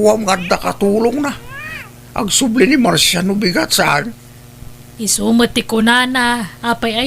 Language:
Iloko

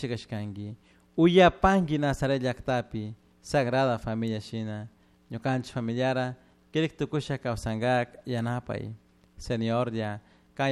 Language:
Chimborazo Highland Quichua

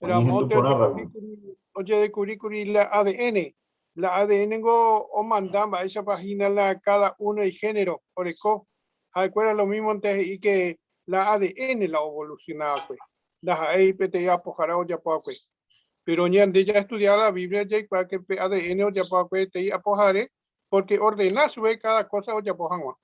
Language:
Guarani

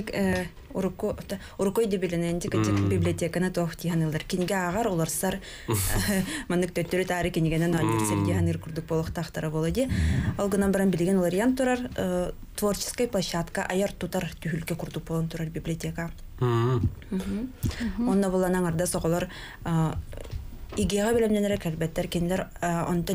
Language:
Yakut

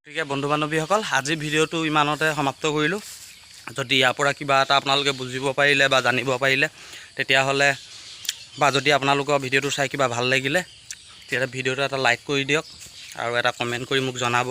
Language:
Assamese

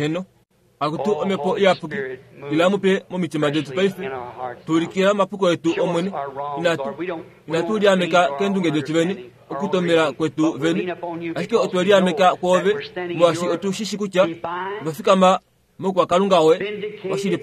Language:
Kuanyama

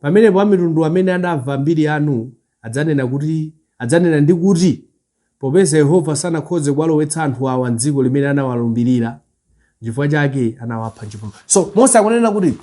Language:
Nyanja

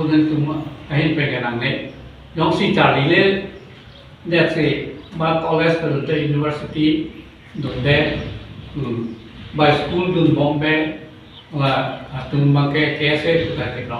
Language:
Karbi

